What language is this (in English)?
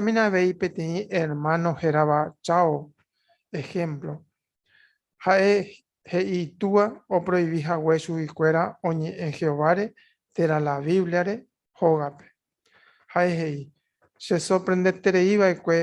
Guarani